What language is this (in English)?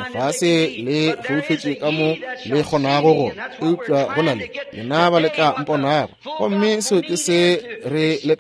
Northern Sotho